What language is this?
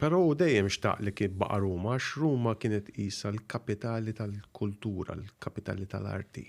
Maltese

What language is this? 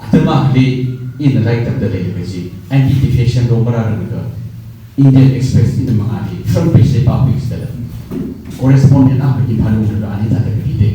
Tangkhul Naga (India)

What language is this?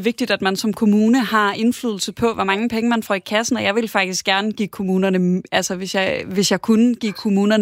Danish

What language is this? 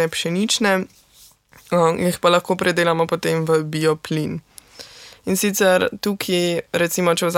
Slovenian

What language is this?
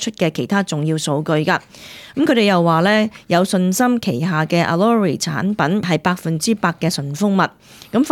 Cantonese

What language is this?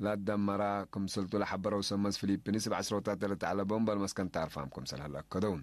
Tigre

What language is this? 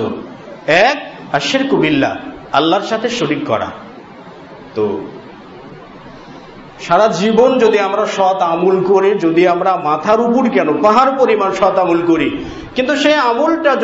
Bangla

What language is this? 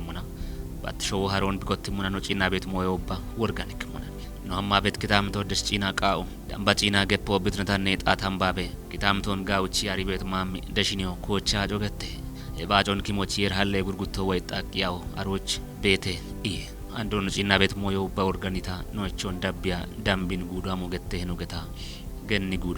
Kafa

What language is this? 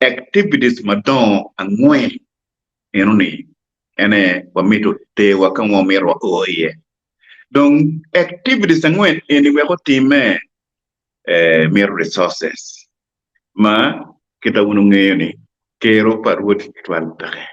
Acoli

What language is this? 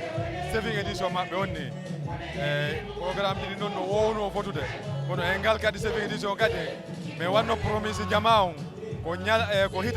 Fula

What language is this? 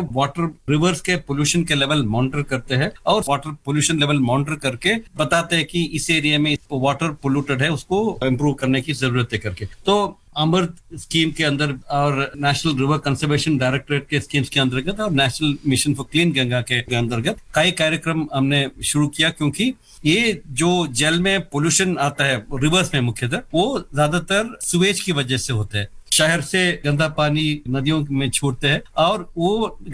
Hindi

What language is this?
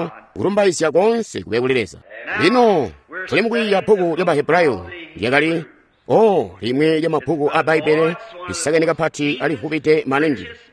Tonga (Zambia)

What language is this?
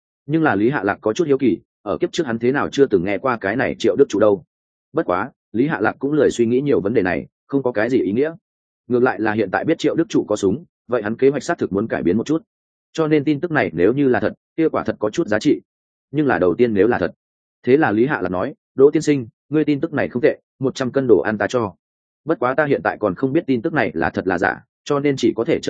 Vietnamese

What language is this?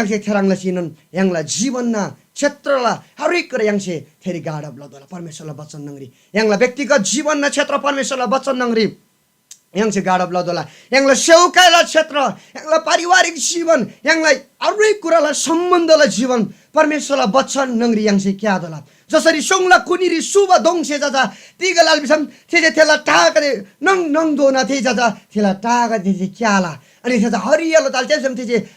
Eastern Tamang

